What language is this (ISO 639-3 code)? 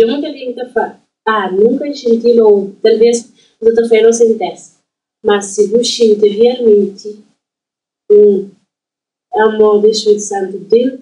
kea